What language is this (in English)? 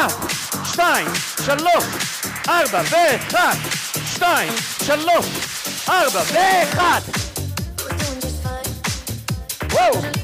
Hebrew